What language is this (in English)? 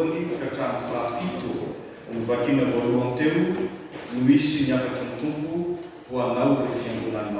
Malagasy